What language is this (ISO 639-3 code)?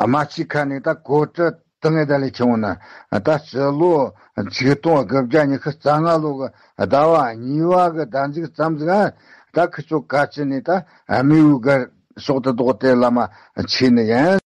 bod